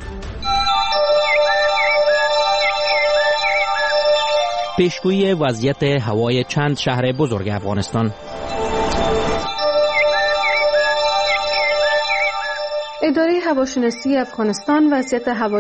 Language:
Persian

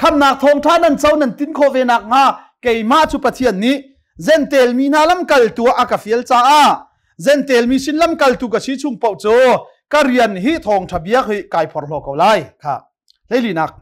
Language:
Hakha Chin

